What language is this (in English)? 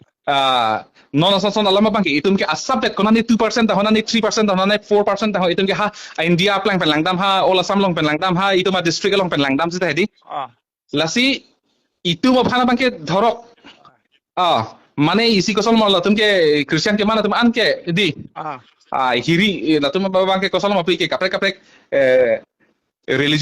Karbi